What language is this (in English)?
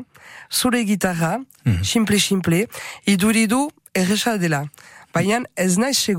Basque